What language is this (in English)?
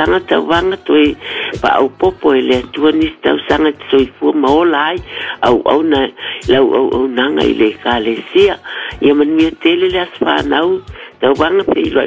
Samoan